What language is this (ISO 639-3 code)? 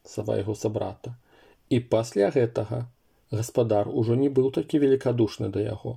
bel